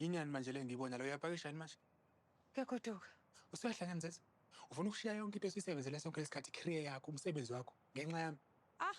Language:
Zulu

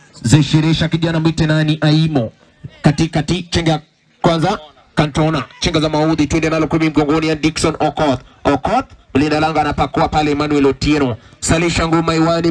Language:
Swahili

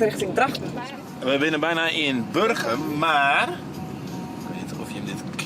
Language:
Western Frisian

